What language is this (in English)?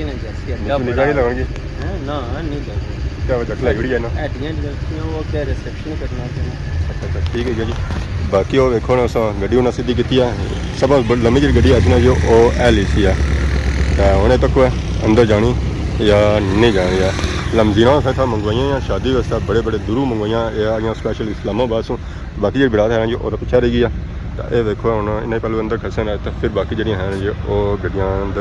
Pahari-Potwari